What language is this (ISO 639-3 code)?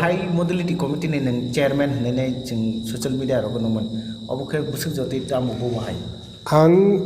trp